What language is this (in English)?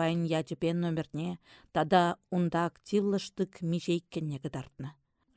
Chuvash